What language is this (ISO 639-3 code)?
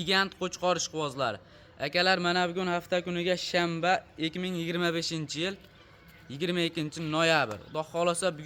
uzb